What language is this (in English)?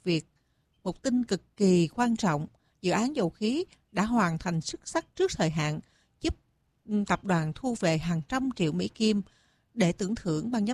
Vietnamese